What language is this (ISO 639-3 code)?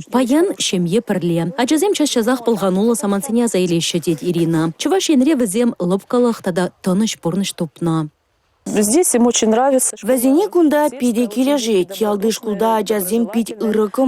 chv